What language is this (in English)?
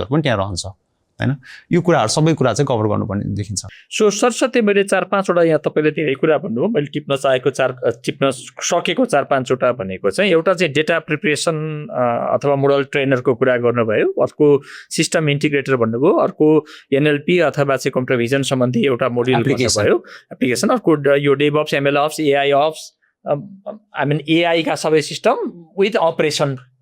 Nepali